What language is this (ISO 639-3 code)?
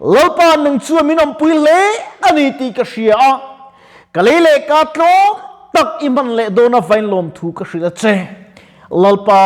lus